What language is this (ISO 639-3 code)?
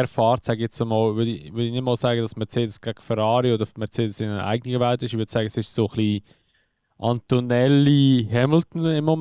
gsw